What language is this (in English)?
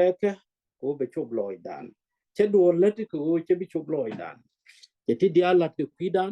Nuer